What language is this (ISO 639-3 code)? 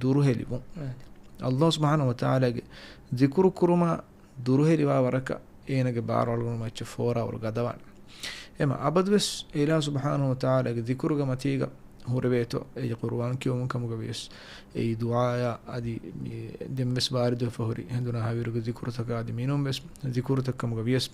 div